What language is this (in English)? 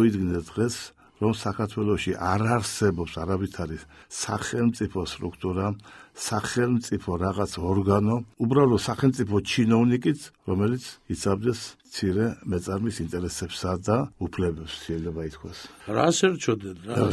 Georgian